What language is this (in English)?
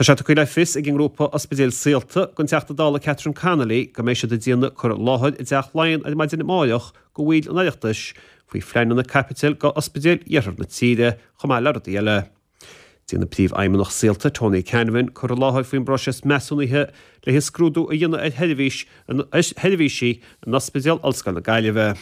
Irish